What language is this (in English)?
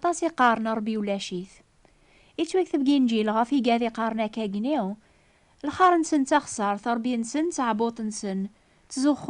Kabyle